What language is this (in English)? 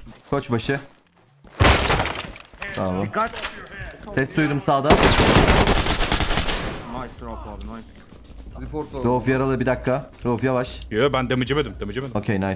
Turkish